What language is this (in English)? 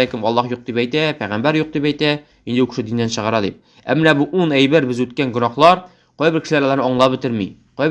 Tatar